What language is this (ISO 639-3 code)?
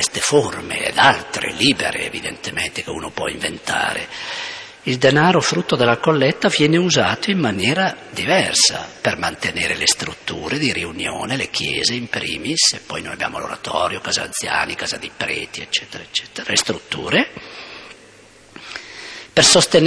ita